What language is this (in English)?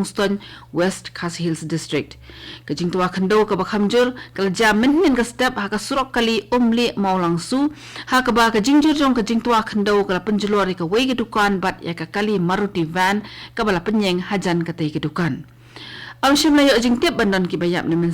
Khasi